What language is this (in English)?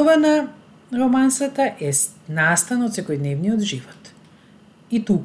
Macedonian